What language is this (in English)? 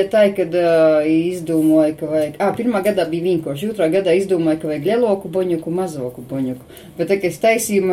Latvian